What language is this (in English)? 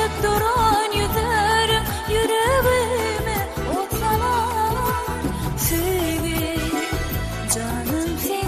Turkmen